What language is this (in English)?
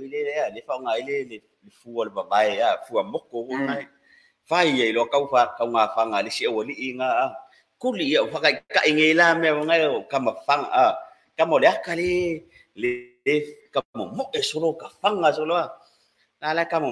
Samoan